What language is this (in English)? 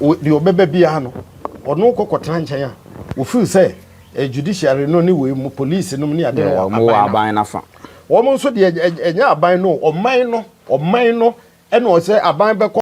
Akan